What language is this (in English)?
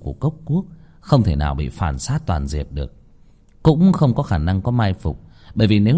Vietnamese